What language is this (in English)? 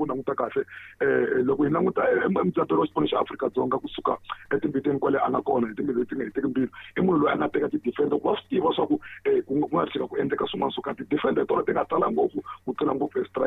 Tsonga